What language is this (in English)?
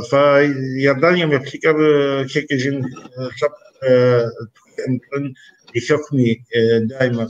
Kabardian